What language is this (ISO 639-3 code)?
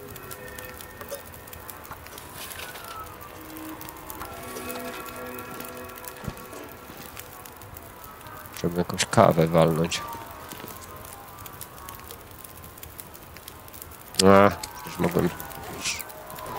pol